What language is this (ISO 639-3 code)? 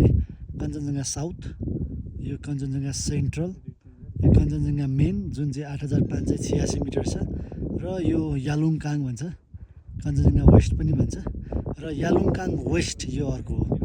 nep